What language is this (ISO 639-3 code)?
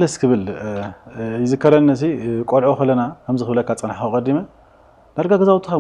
tir